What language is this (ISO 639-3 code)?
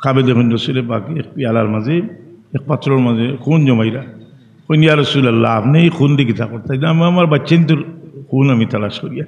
syl